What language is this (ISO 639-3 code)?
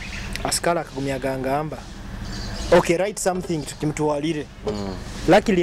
nyo